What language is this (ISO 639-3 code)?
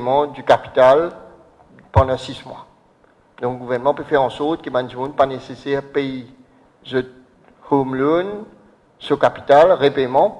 mfe